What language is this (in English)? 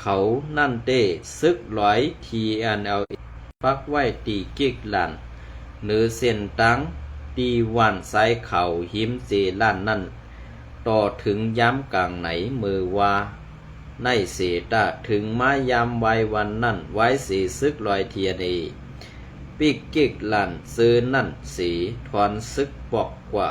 Shan